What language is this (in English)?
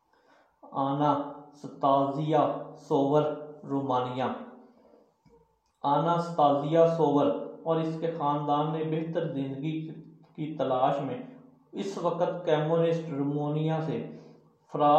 Urdu